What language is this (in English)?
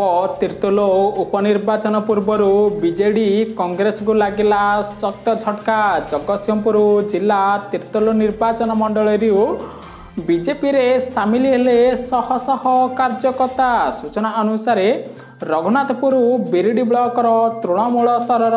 Odia